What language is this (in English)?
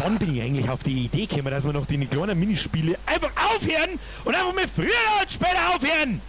Bavarian